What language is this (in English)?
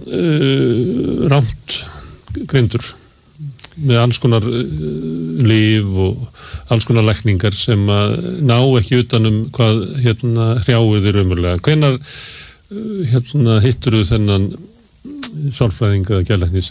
Icelandic